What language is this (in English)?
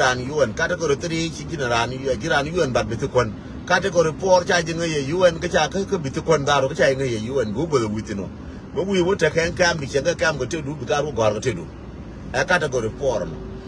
Nuer